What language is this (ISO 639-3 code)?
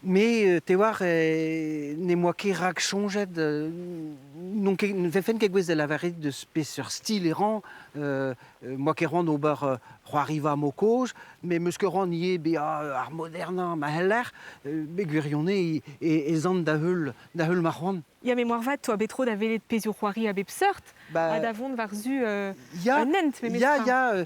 bre